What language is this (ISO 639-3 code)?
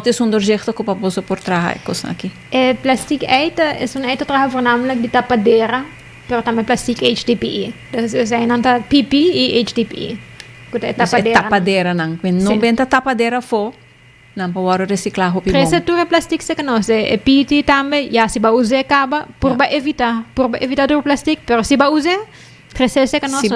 pap